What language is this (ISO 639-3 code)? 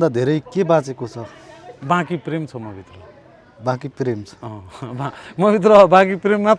nep